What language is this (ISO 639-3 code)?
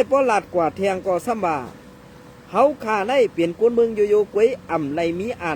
shn